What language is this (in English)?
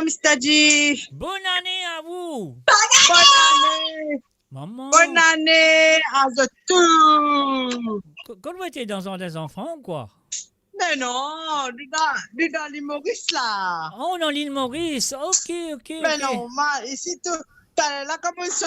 Morisyen